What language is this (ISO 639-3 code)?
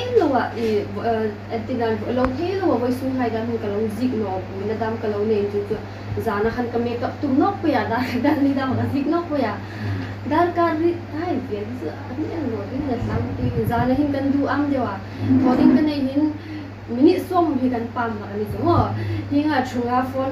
hmr